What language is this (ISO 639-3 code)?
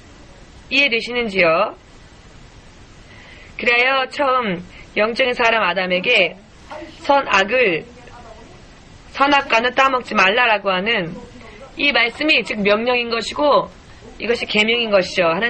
kor